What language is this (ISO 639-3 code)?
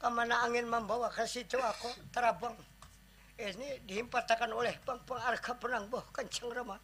bjn